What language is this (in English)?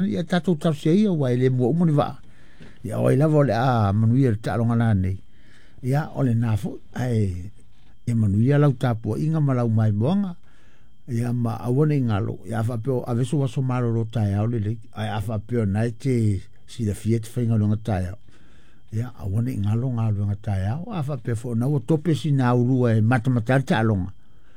Samoan